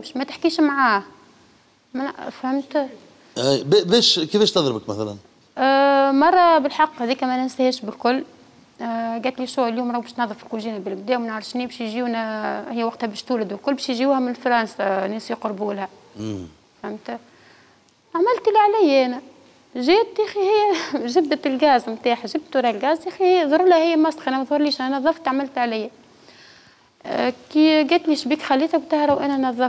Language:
Tunisian Arabic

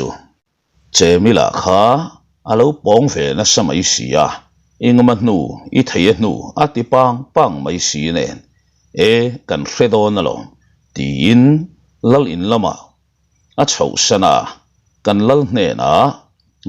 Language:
Mizo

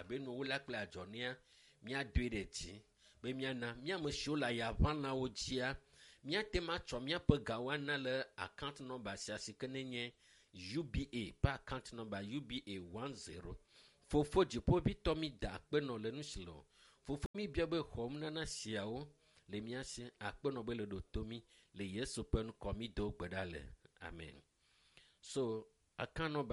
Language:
Ewe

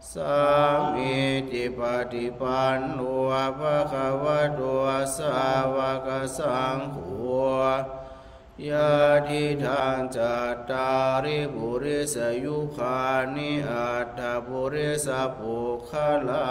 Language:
Pali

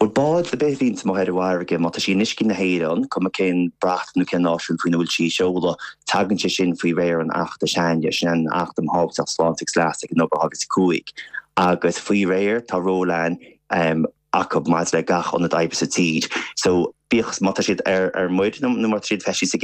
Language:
Irish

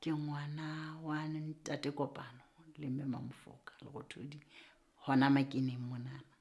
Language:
Southern Sotho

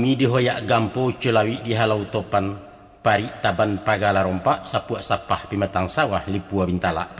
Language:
Minangkabau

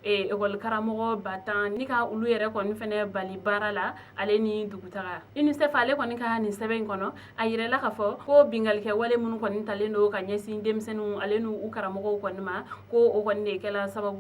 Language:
Bambara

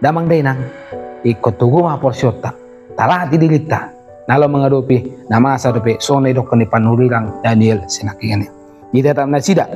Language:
Batak Toba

